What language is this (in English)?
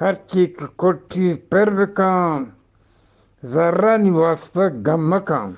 Eastern Balochi